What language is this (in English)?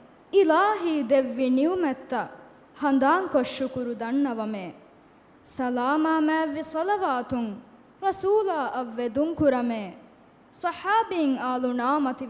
Divehi